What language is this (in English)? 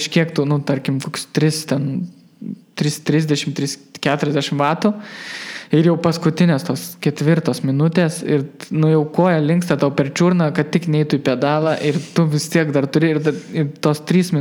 Lithuanian